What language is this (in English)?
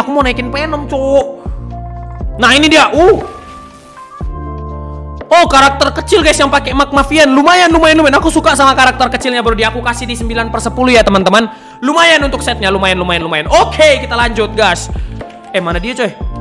Indonesian